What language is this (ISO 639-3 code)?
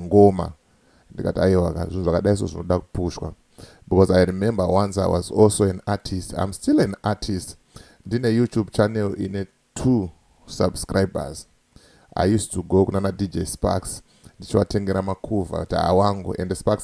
sna